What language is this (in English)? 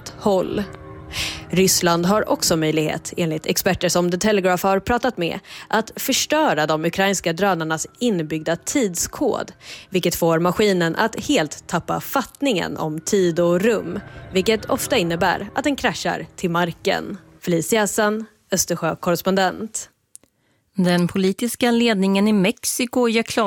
Swedish